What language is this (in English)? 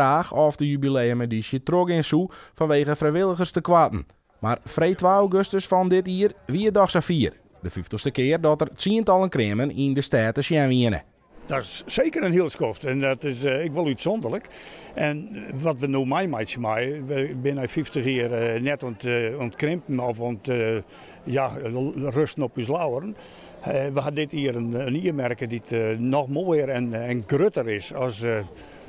Western Frisian